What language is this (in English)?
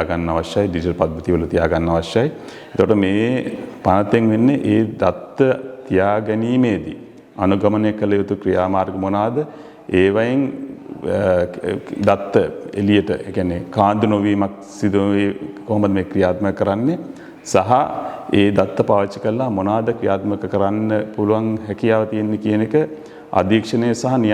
Sinhala